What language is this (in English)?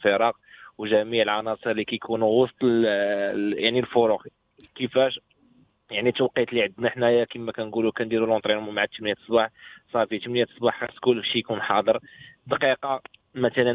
Moroccan Arabic